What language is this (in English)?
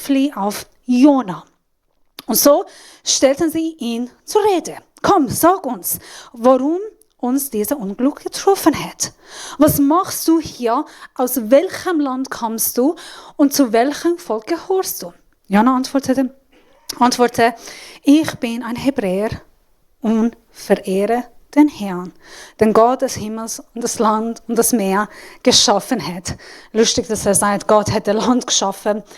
Swiss German